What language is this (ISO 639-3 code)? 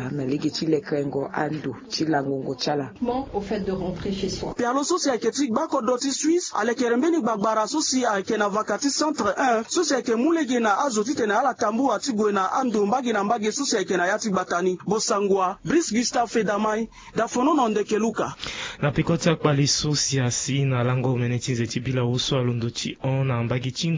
sag